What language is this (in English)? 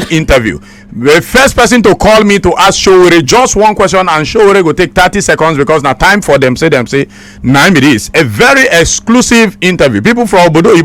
Nigerian Pidgin